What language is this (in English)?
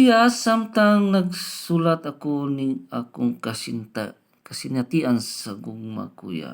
Cebuano